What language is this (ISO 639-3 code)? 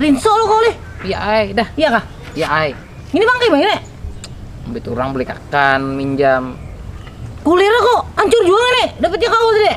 bjn